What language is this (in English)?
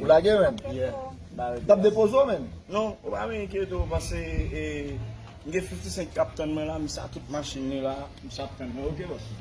Haitian Creole